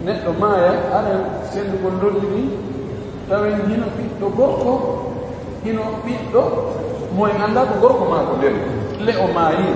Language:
Pular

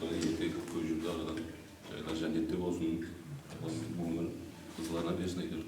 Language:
Kara-Kalpak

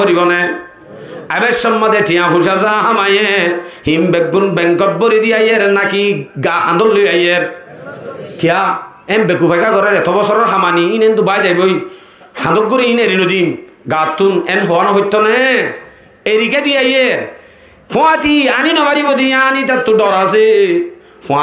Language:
Rohingya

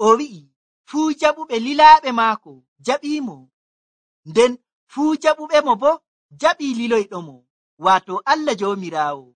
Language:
Nigerian Fulfulde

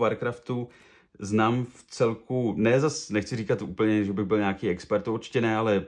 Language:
Czech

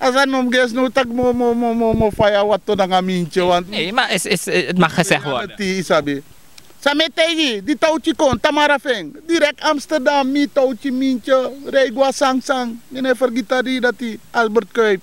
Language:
Sranan Tongo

